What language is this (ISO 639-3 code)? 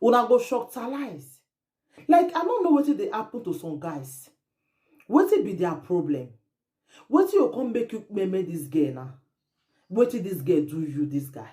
pcm